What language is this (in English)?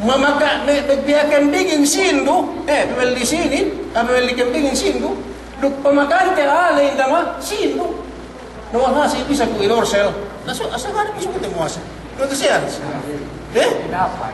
Yakan